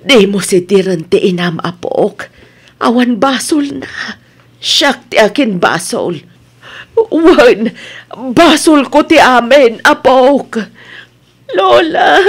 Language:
Iloko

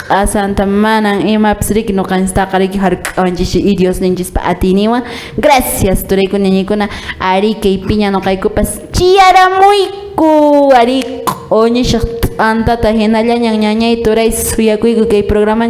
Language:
Quechua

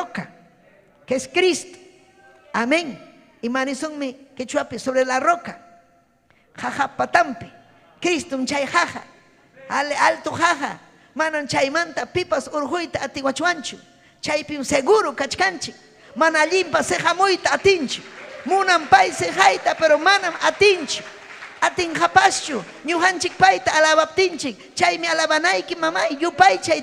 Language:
Ayacucho Quechua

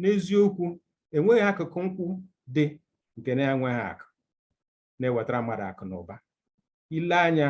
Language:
Igbo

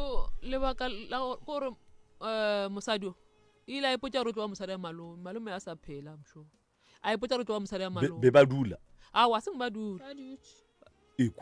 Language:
Northern Sotho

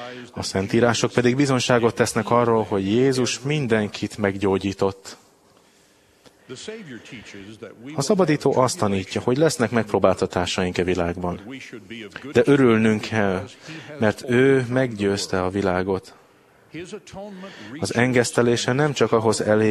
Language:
Hungarian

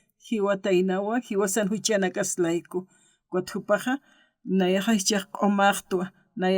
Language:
Aymara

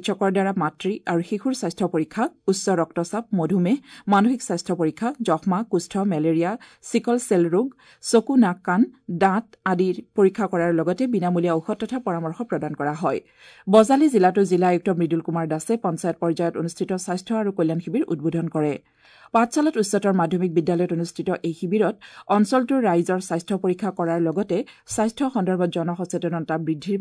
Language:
Assamese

